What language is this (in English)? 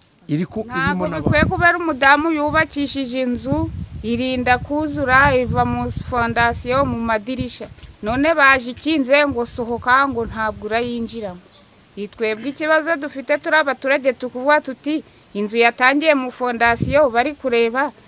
Kinyarwanda